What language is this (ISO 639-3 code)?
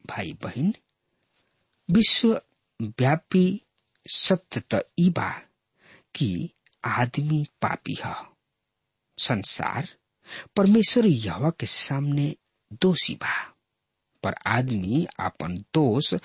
bho